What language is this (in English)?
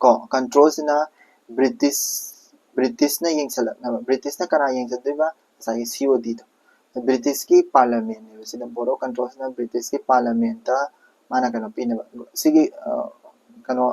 Manipuri